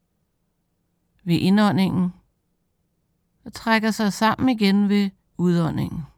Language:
Danish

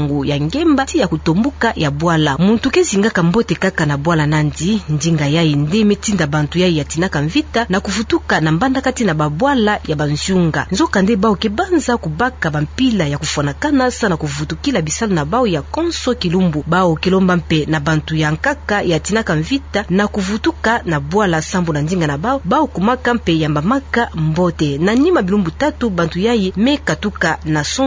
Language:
Kituba (Democratic Republic of Congo)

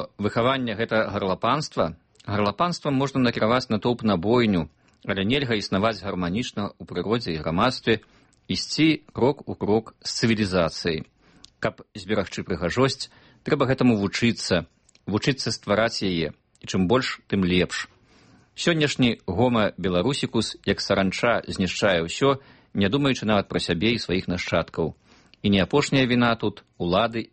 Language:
Belarusian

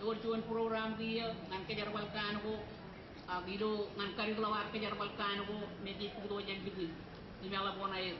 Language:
Marshallese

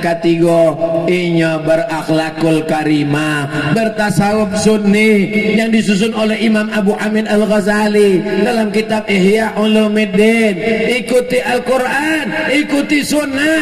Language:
Minangkabau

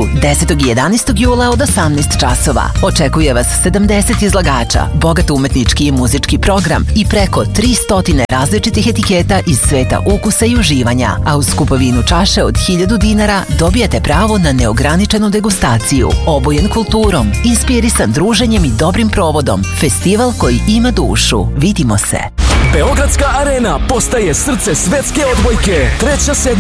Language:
Serbian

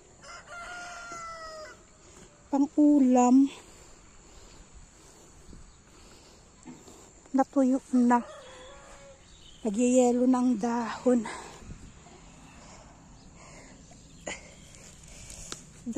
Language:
Filipino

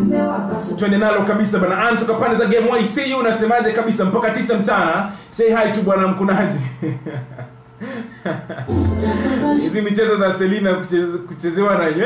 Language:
Swahili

